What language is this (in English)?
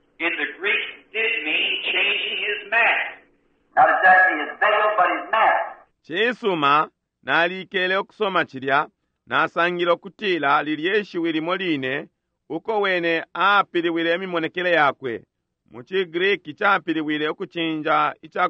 Bemba